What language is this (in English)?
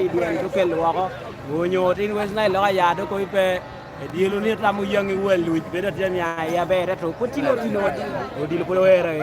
Lango (Uganda)